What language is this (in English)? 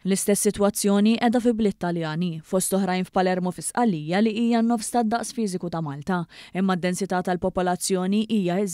Maltese